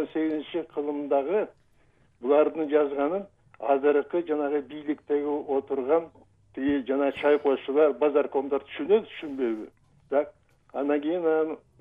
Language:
Kyrgyz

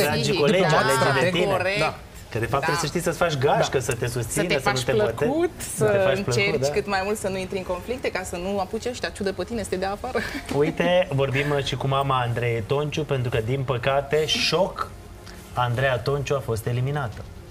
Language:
Romanian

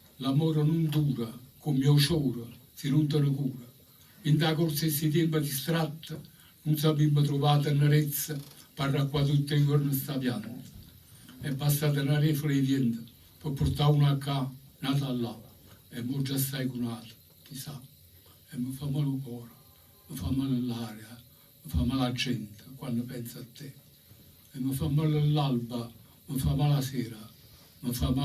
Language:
Neapolitan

